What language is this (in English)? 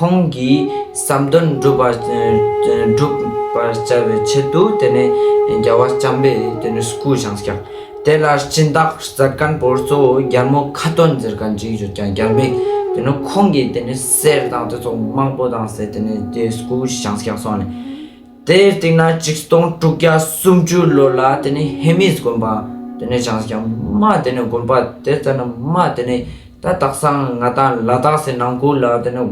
Ladakhi